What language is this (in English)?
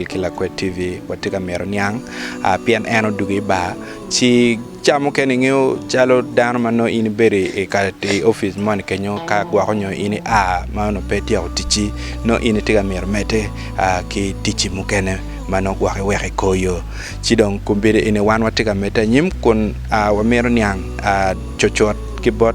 Acoli